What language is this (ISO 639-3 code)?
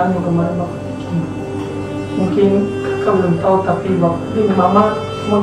abs